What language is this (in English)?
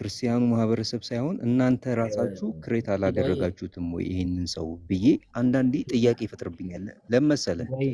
Amharic